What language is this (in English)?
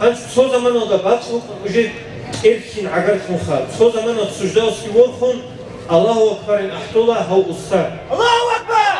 Avaric